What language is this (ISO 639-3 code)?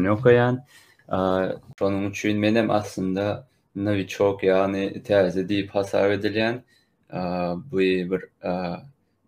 tuk